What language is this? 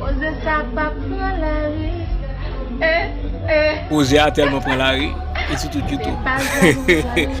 Haitian Creole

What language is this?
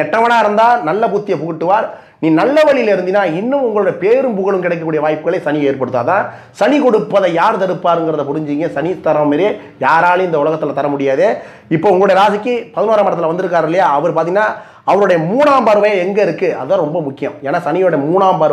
Tamil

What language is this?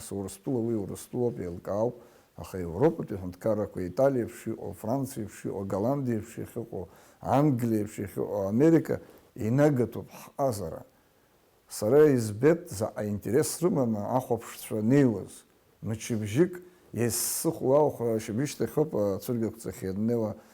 Abkhazian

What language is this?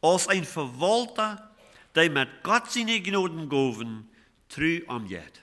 Plautdietsch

